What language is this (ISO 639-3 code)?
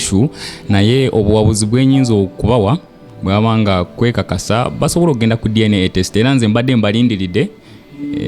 lug